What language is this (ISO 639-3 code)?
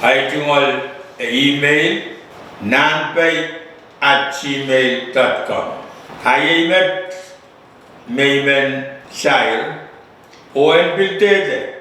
pon